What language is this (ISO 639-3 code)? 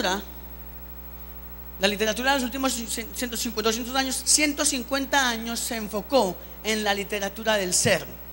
spa